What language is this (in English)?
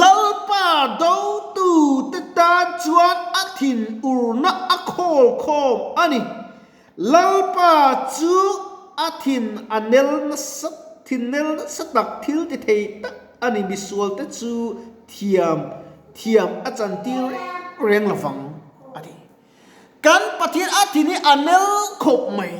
Mizo